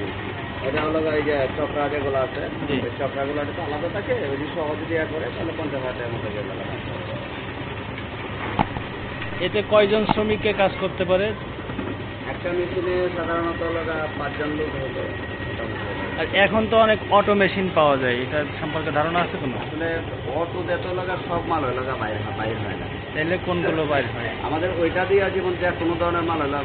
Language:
Bangla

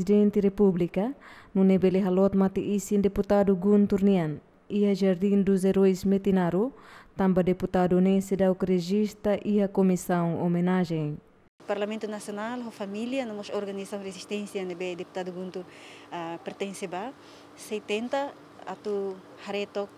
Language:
Tetum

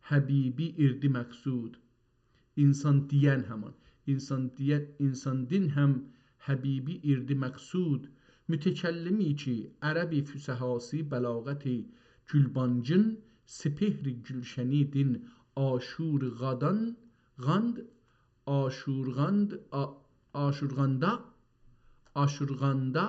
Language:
South Azerbaijani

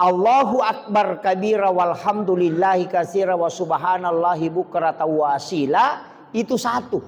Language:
Buginese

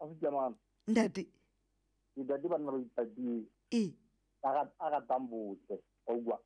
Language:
Southern Sotho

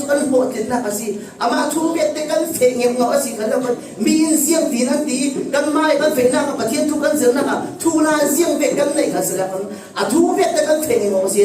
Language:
Falam Chin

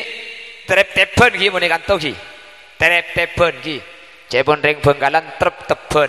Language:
Madurese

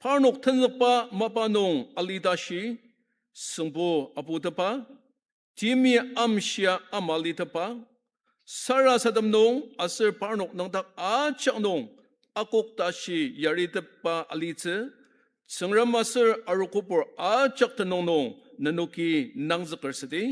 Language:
Ao Naga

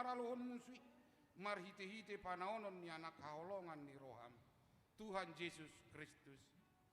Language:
Batak Toba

